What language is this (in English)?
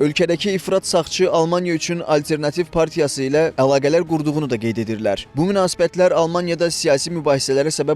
Azerbaijani